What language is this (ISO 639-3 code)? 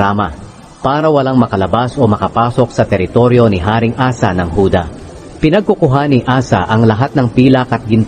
fil